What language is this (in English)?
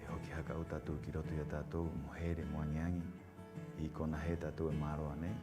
Rapanui